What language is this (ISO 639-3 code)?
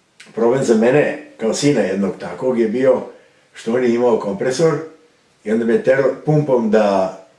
srp